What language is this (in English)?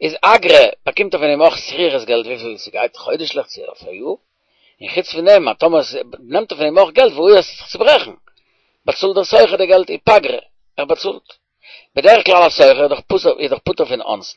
Yiddish